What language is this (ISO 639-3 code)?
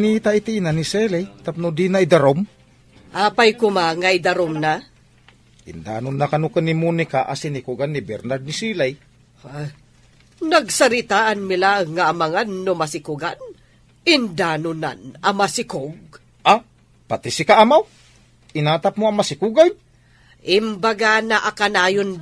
ilo